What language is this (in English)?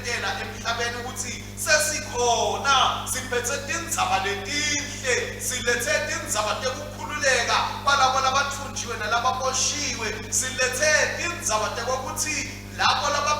Swati